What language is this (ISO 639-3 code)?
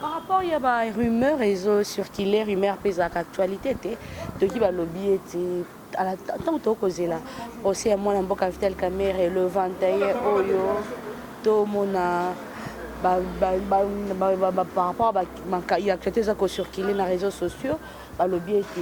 lin